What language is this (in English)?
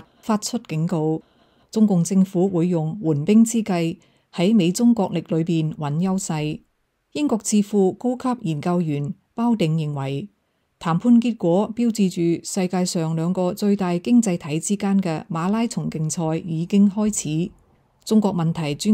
Cantonese